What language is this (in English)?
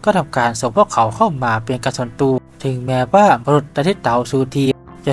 Thai